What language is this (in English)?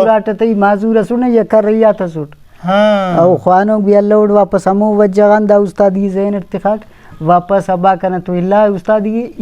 Brahui